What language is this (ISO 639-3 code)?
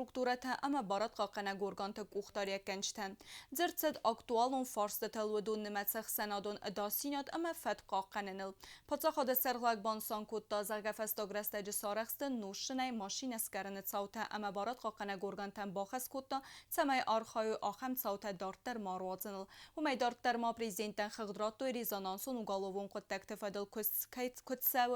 oss